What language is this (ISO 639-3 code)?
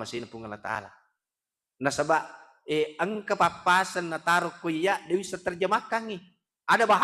bug